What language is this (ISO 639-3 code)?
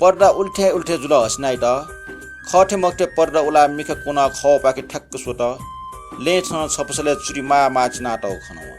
new